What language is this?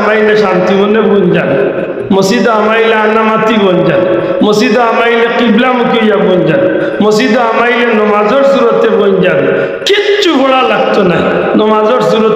Sylheti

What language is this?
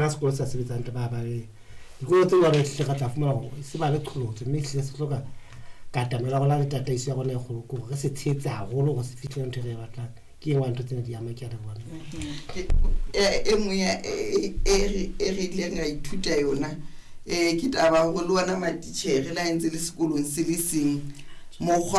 Southern Sotho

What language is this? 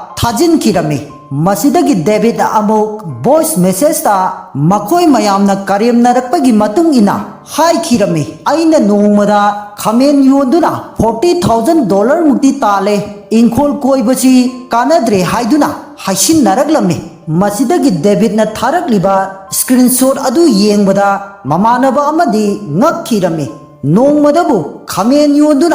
Manipuri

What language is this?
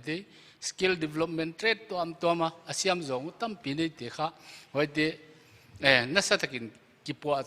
Paite Chin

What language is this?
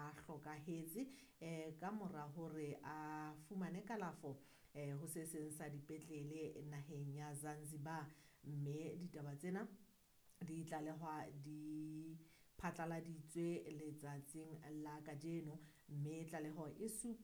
Southern Sotho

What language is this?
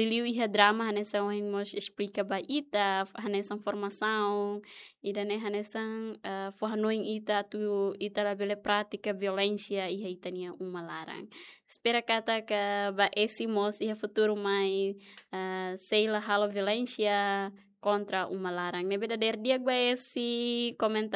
Tetum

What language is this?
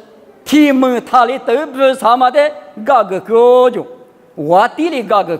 Lisu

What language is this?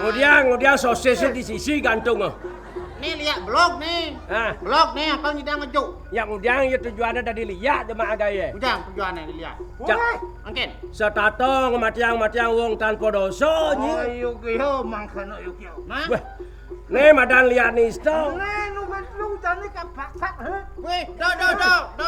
Balinese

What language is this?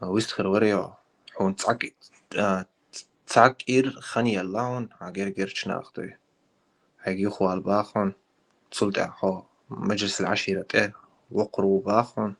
Chechen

